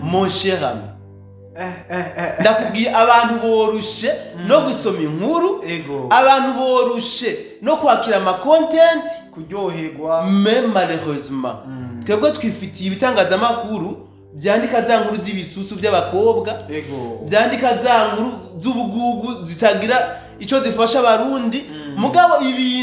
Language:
Rundi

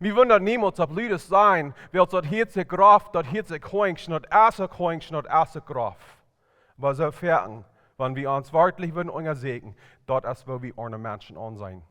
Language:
Plautdietsch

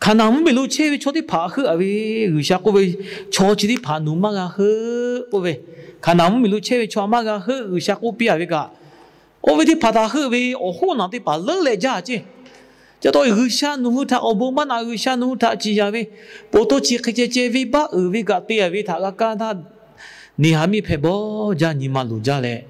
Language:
Lahu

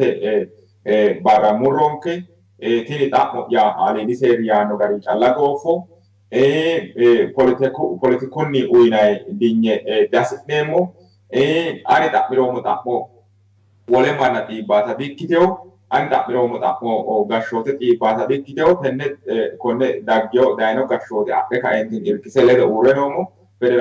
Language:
Sidamo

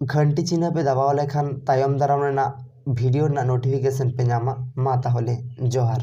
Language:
Santali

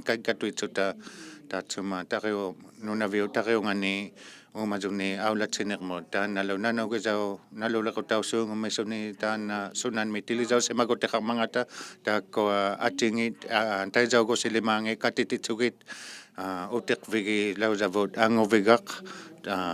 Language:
Inuktitut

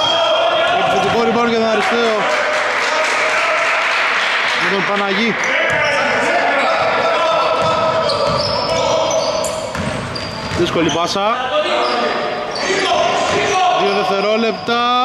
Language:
Greek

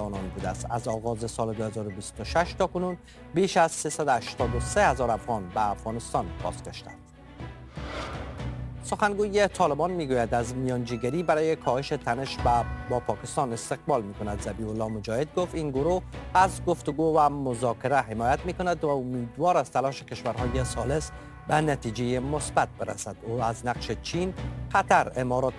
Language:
Persian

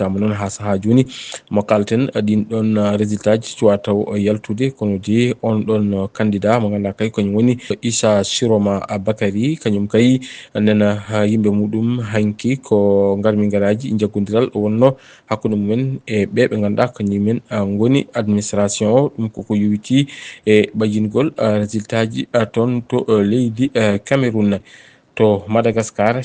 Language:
Fula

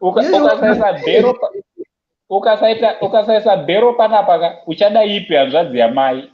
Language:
Shona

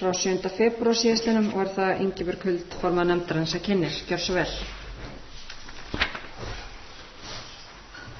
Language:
Icelandic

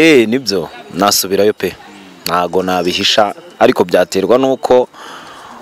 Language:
Kinyarwanda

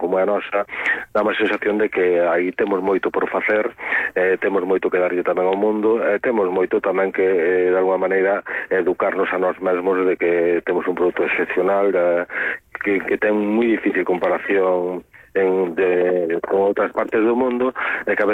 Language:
Galician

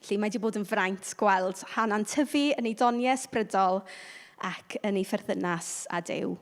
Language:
Welsh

